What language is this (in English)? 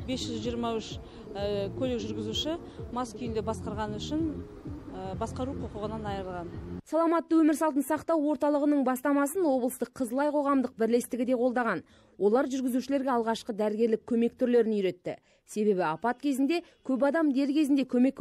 Kazakh